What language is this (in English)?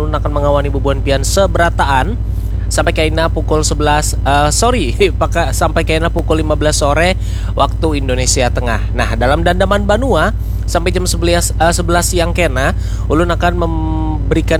Banjar